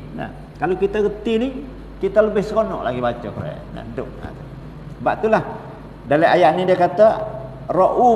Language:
Malay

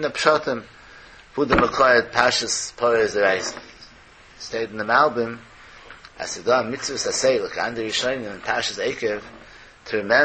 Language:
Yiddish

